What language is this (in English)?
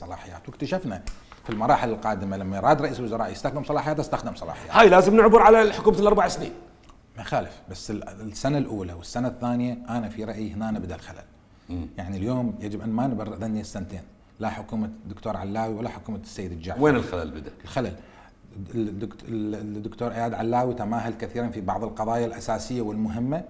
Mesopotamian Arabic